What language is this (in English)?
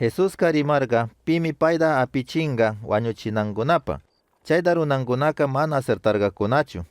Chimborazo Highland Quichua